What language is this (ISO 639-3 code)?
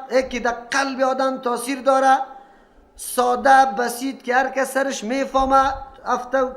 fas